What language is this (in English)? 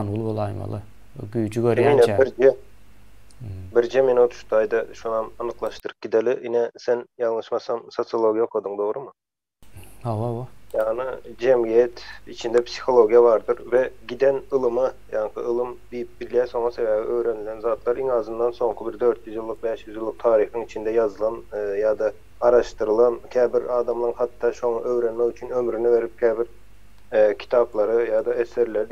Turkmen